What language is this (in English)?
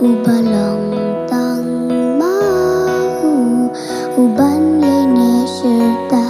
Khasi